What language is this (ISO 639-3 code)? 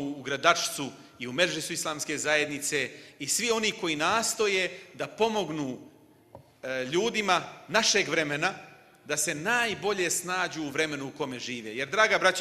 bos